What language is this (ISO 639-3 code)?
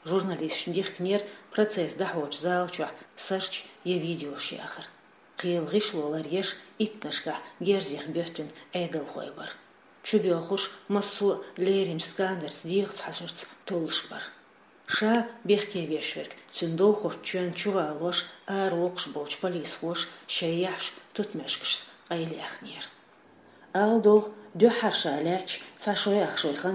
che